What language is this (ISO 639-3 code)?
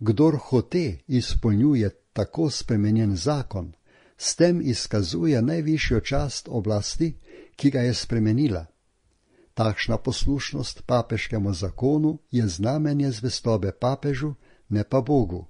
slv